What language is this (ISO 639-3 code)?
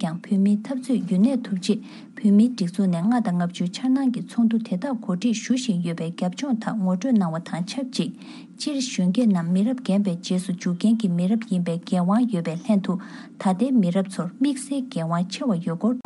bod